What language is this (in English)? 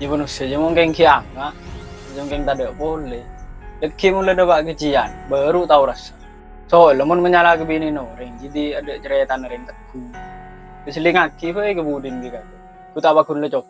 Madurese